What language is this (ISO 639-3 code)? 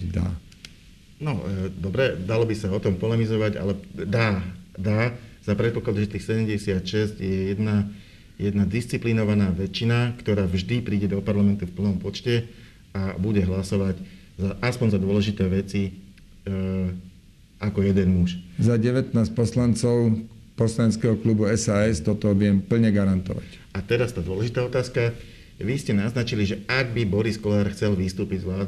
slk